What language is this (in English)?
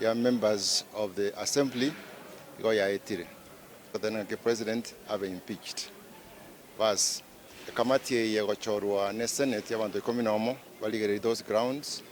Gusii